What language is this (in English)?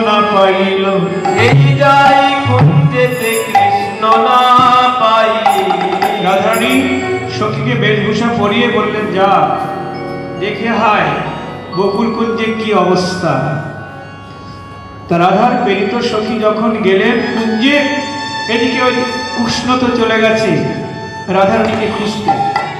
Bangla